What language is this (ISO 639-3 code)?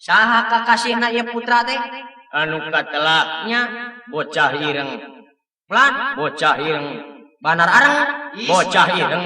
sun